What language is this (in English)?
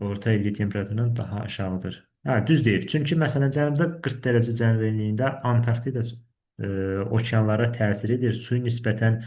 Azerbaijani